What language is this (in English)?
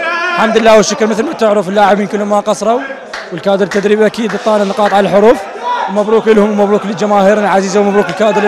Mesopotamian Arabic